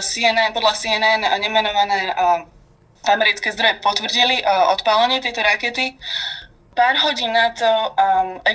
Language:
Slovak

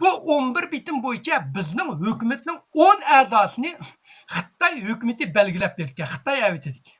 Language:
Uyghur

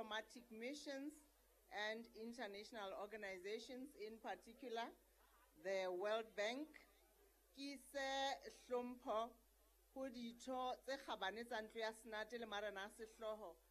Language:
Southern Sotho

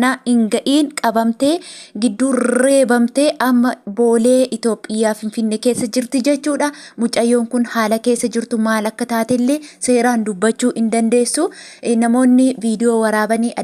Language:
Oromo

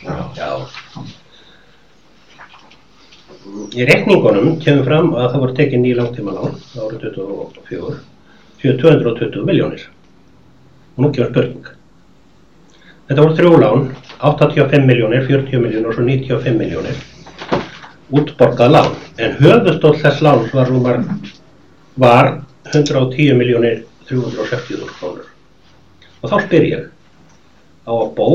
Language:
Icelandic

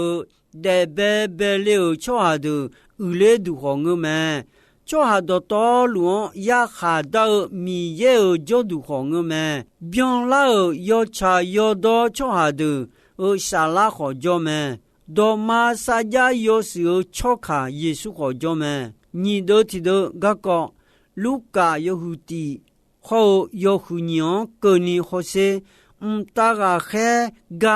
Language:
Akha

